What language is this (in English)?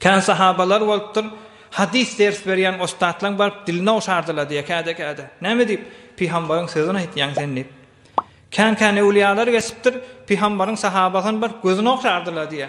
Turkmen